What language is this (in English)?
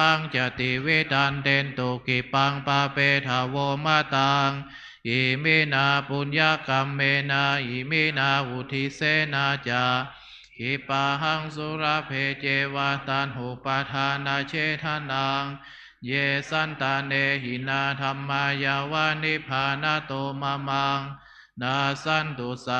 Pali